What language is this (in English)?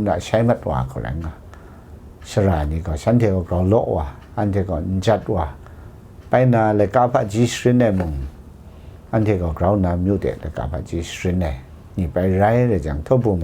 Kachin